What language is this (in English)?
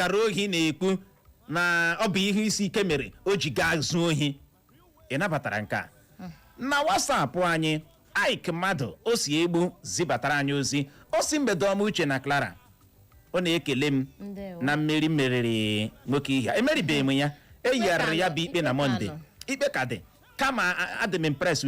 Igbo